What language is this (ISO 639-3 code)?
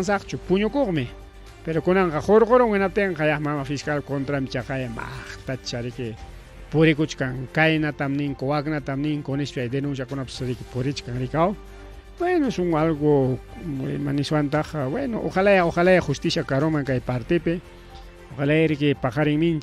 quy